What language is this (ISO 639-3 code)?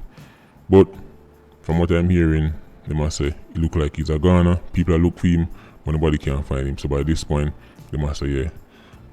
jam